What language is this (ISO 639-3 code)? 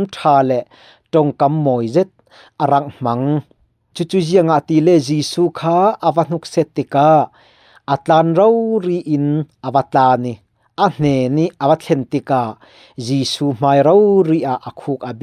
cfm